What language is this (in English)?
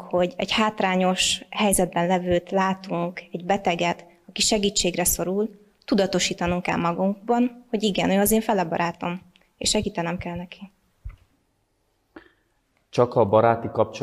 Hungarian